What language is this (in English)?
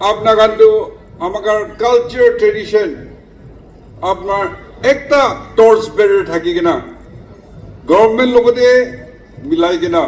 Naga Pidgin